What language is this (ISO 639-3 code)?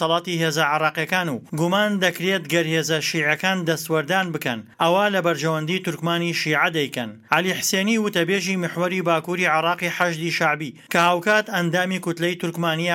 ckb